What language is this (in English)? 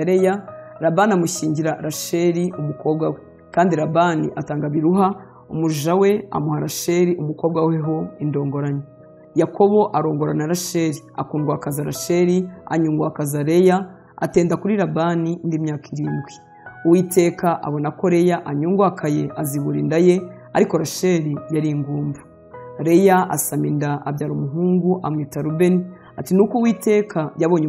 Kinyarwanda